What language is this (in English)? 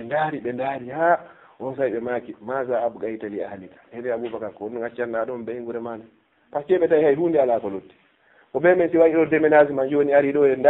Fula